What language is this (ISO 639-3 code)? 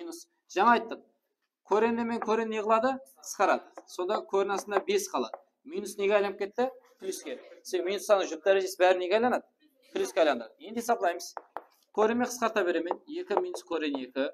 kaa